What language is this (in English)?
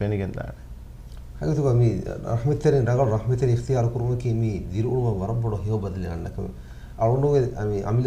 Divehi